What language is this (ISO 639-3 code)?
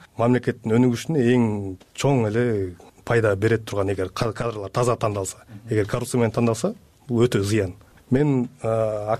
kir